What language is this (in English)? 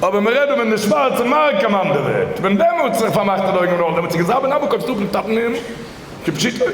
Yiddish